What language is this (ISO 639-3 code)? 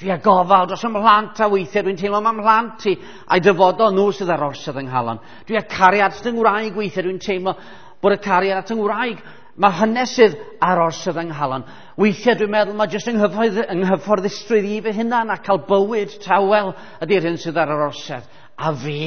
cym